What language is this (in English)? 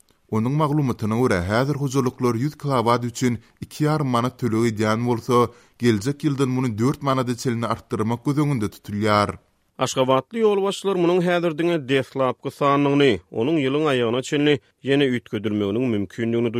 Turkmen